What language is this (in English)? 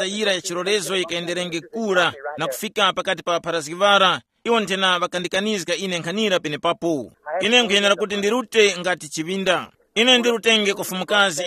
Tumbuka